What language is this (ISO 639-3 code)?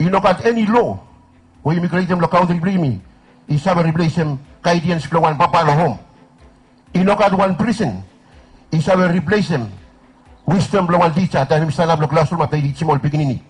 bis